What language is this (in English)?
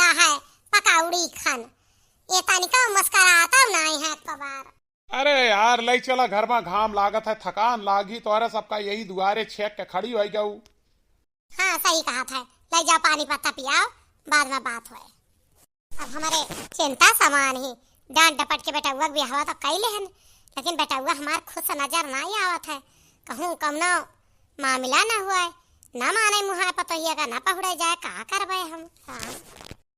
Awadhi